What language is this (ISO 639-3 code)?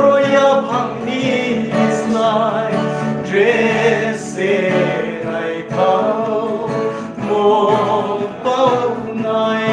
ria